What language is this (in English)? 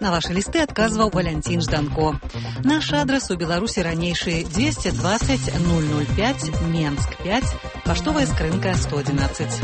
Belarusian